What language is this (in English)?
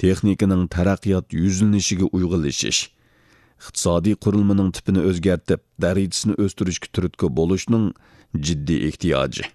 Uyghur